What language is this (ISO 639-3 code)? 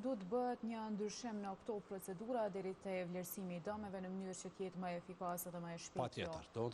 sqi